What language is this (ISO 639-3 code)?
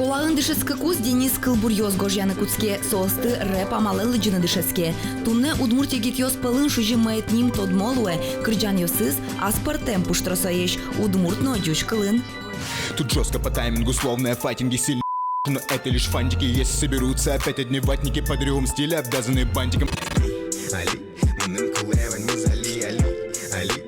udm